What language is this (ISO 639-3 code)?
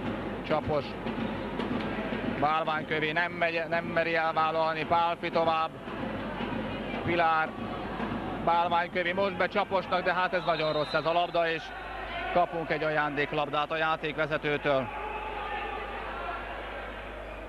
hun